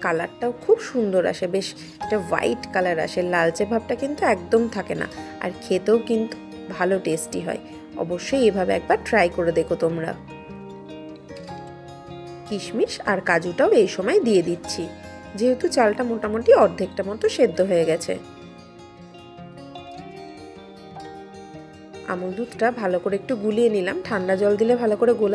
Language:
Bangla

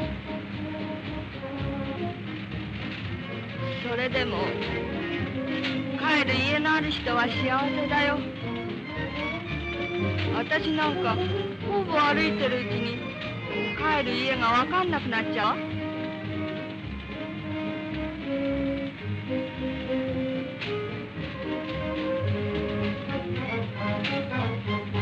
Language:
Japanese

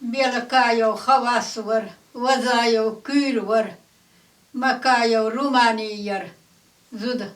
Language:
Chechen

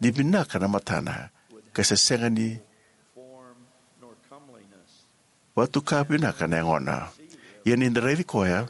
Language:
Fijian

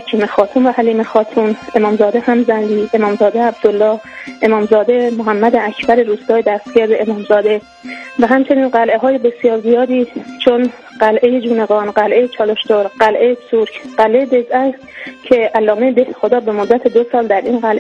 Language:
Persian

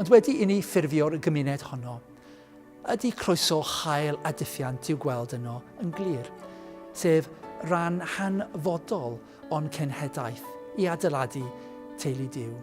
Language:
Welsh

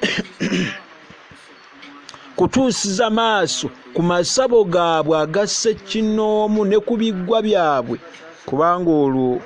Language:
Ganda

